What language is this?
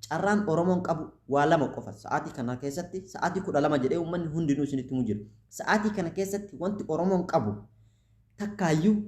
Oromo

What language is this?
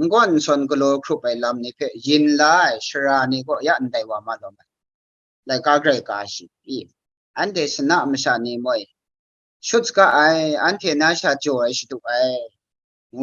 Kachin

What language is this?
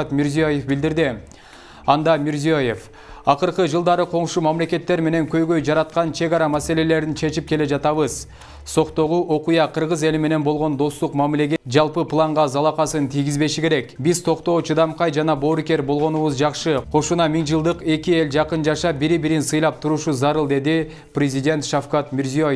Kyrgyz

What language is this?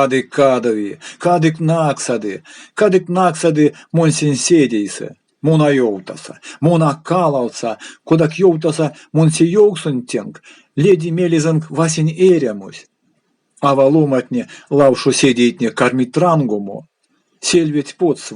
Erzya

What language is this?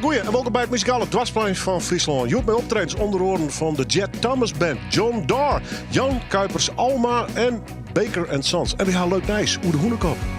Western Frisian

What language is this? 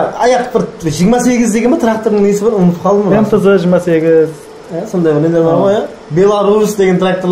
Kara-Kalpak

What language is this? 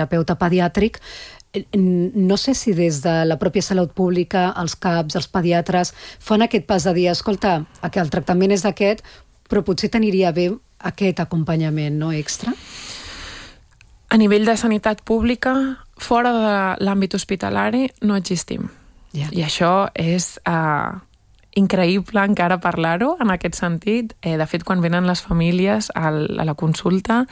Catalan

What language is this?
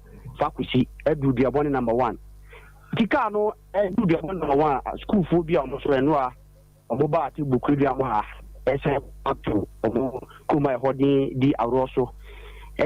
Akan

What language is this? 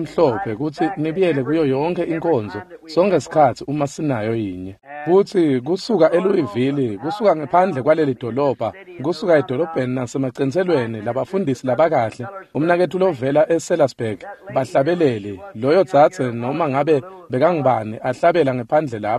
Swati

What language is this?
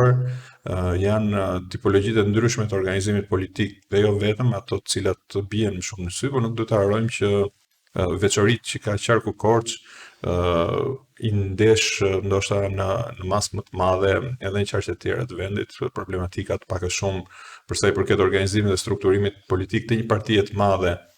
Albanian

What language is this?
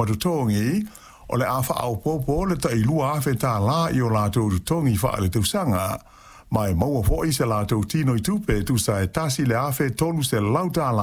Samoan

